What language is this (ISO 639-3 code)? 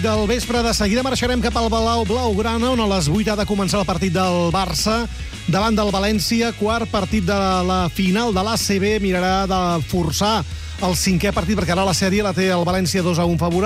cat